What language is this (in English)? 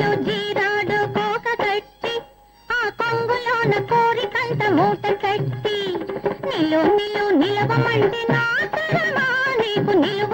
Telugu